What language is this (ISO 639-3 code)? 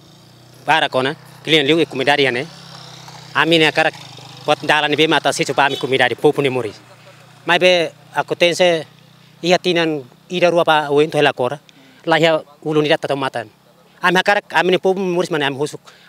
tet